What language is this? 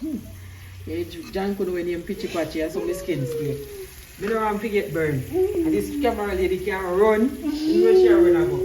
Jamaican Creole English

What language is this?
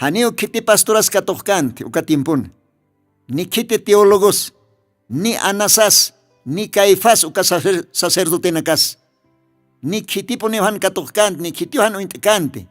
Aymara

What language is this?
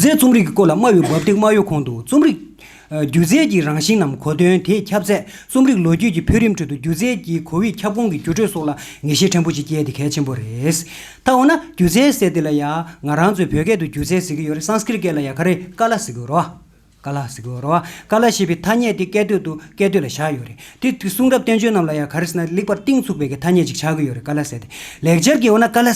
Tibetan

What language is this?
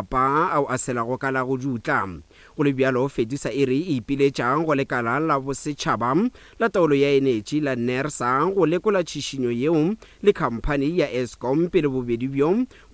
Northern Sotho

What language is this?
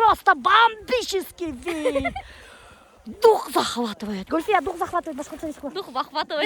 Bashkir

